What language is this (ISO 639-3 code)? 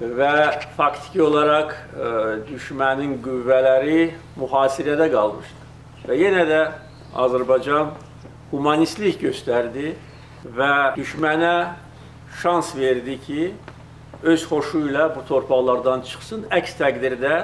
aze